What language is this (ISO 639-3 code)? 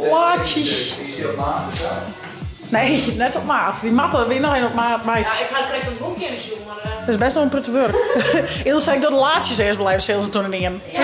fry